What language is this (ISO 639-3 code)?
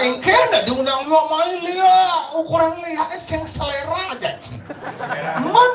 ban